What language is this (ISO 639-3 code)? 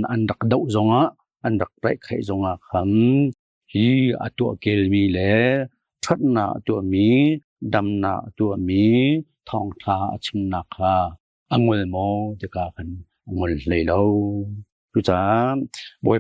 cnh